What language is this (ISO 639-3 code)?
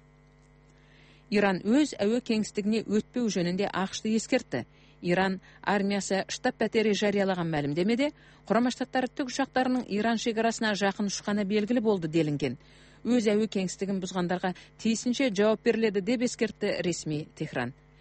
kaz